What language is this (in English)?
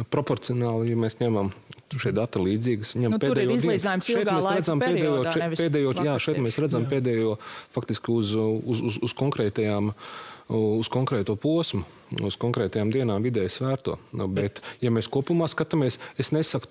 Latvian